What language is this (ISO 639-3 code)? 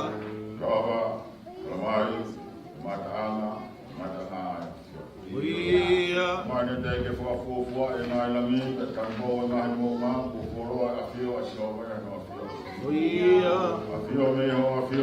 ton